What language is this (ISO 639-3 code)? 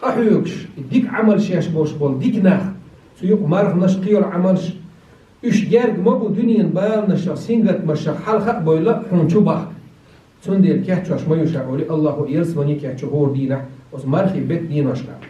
che